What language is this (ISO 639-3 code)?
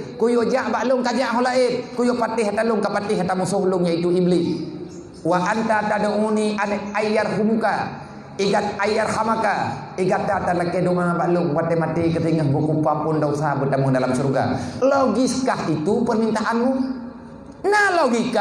ace